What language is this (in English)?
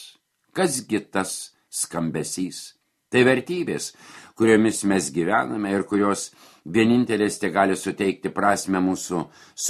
Lithuanian